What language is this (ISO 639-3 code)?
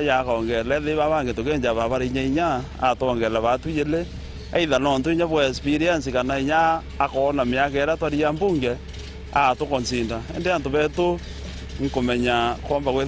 mer